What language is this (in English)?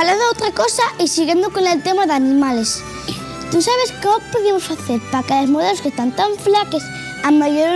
Asturian